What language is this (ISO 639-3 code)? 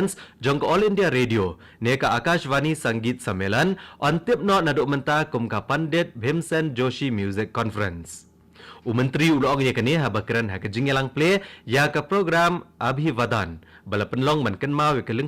kha